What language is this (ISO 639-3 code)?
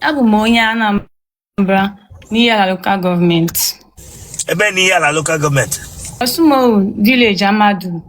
ibo